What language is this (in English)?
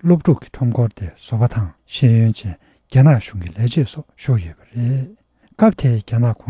Tibetan